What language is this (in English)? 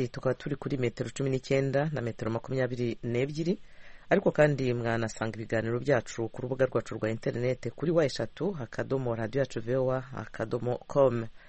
Kinyarwanda